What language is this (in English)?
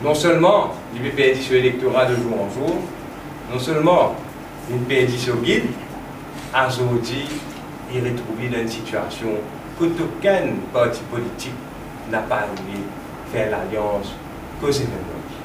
Morisyen